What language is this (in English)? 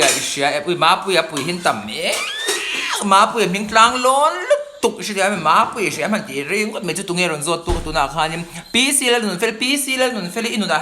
Mizo